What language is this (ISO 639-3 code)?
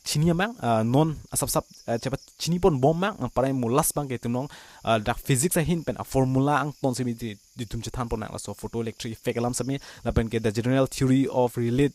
mjw